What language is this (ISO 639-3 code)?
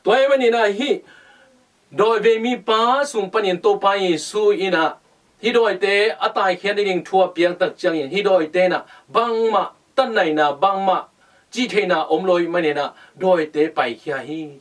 ctd